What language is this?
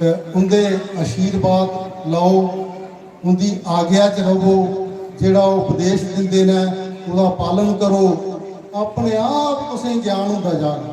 Dogri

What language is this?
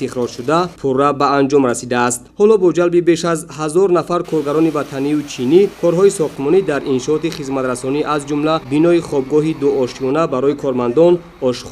Tajik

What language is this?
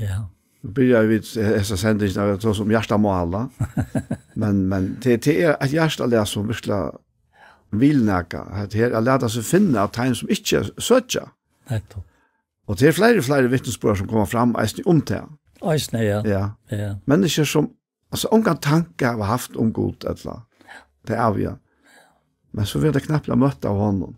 Faroese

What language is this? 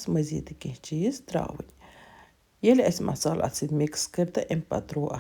Kashmiri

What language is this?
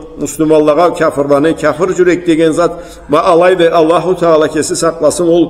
Karachay-Balkar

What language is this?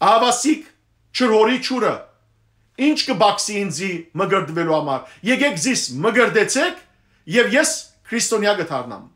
Western Armenian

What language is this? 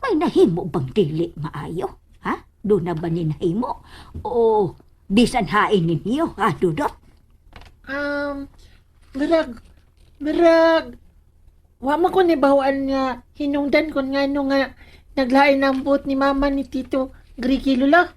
Cebuano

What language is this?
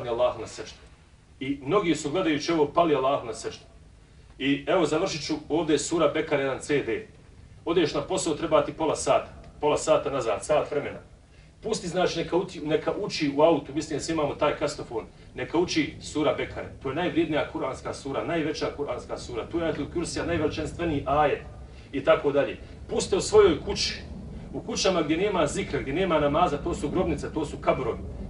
Bosnian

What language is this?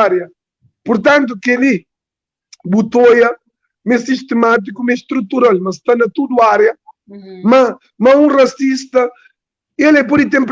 Kabuverdianu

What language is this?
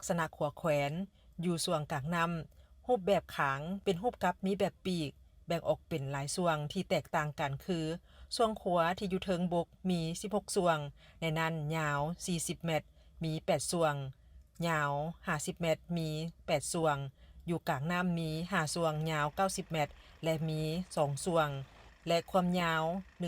Lao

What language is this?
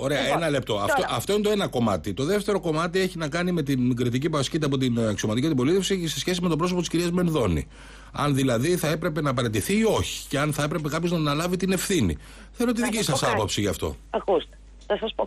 Greek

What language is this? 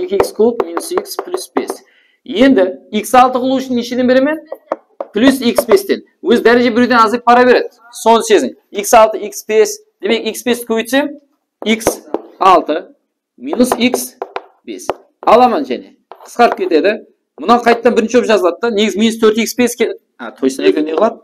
Kara-Kalpak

